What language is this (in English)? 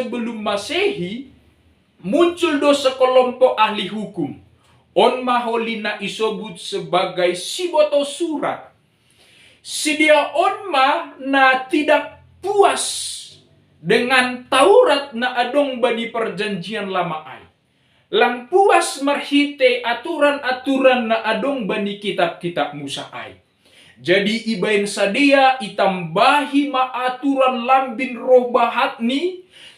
Batak Simalungun